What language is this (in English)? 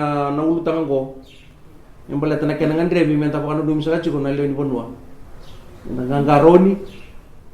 Fijian